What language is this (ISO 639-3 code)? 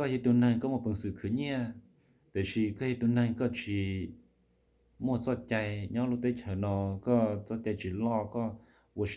hmn